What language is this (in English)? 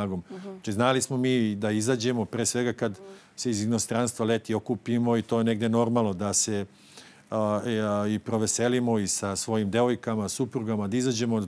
Serbian